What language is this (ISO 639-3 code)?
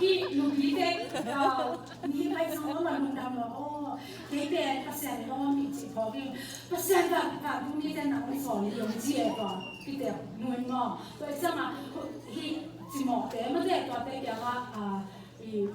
ctd